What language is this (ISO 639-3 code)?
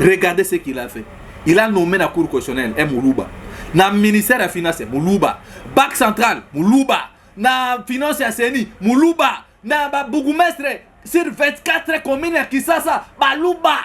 lin